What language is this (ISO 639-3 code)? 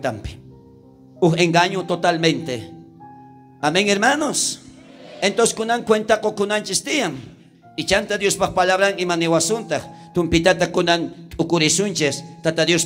quh